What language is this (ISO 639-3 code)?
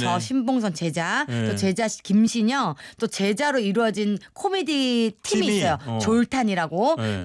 kor